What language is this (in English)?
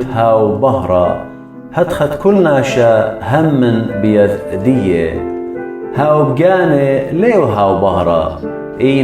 Assyrian Neo-Aramaic